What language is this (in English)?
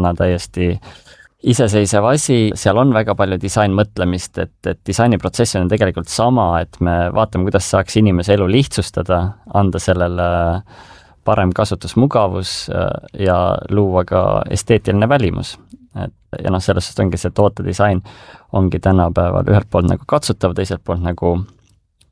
Estonian